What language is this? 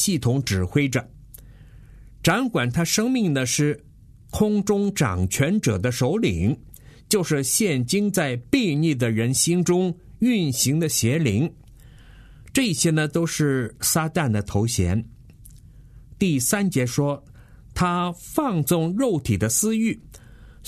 Chinese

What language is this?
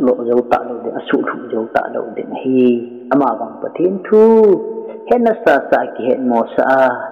Thado Chin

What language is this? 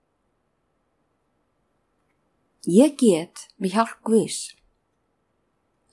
Icelandic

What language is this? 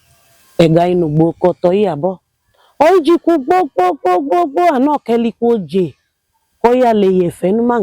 Idoma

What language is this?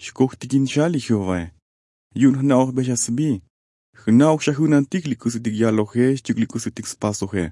Tzotzil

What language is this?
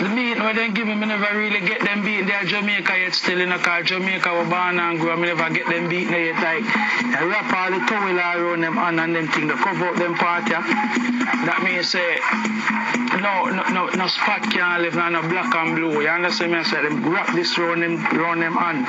Jamaican Creole English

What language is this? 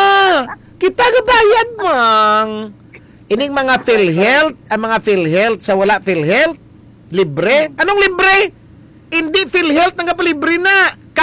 Hiligaynon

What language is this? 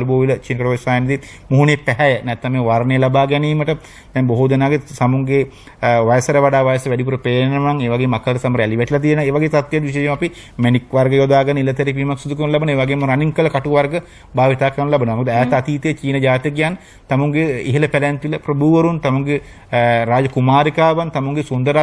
Sinhala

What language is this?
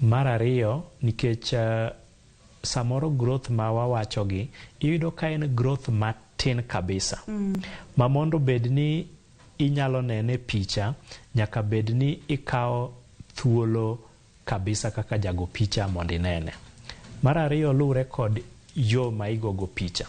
Luo (Kenya and Tanzania)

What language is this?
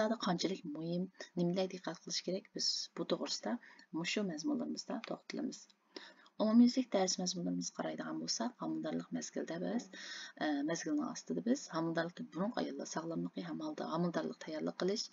Uyghur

